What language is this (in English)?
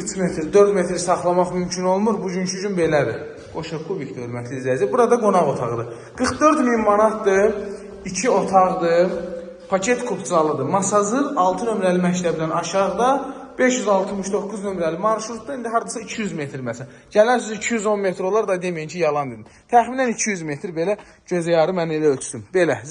Azerbaijani